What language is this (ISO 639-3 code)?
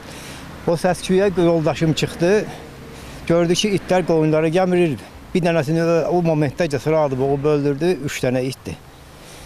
aze